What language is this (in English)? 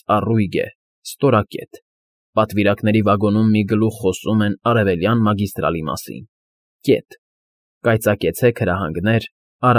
Armenian